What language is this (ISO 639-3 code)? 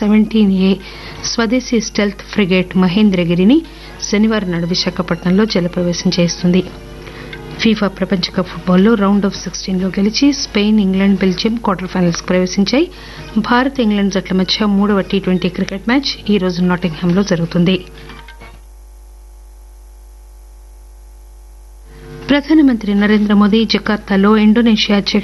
tel